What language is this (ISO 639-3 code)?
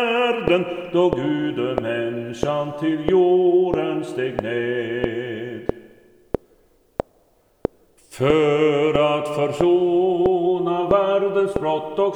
nor